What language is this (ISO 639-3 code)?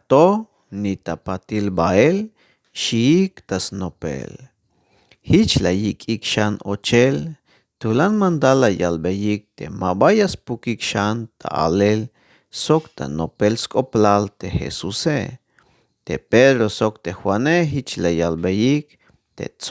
tzh